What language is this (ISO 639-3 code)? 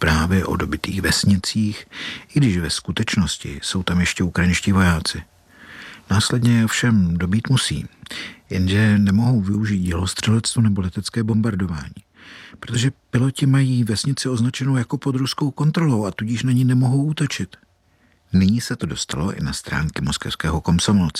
ces